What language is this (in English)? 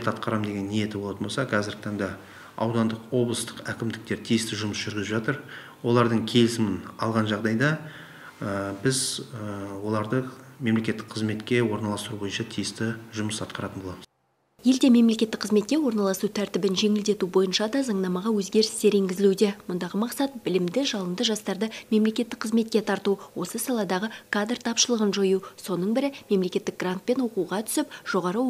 Kazakh